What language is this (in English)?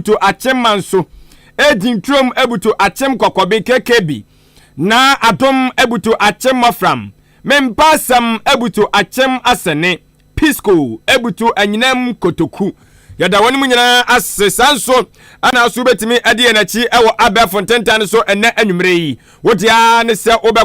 Akan